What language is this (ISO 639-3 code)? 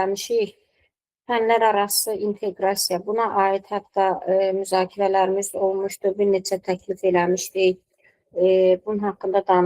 aze